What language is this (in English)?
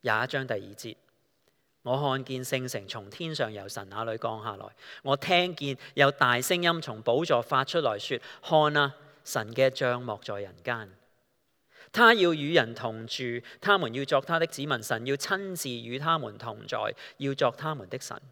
Cantonese